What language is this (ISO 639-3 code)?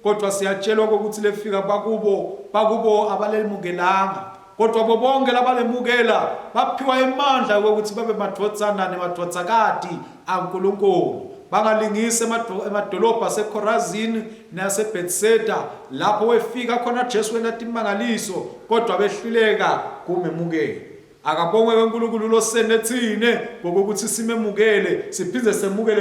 ssw